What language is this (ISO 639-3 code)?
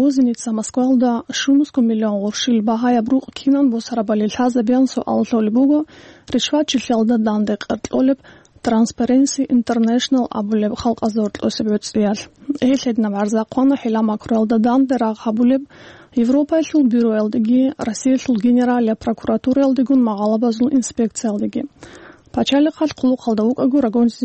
ava